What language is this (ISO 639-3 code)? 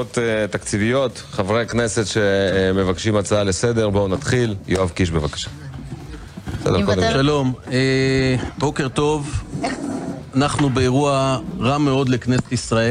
heb